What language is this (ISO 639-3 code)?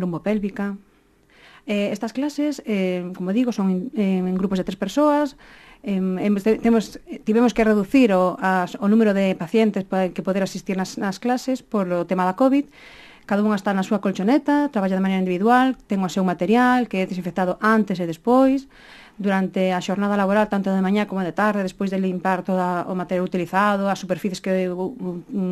glg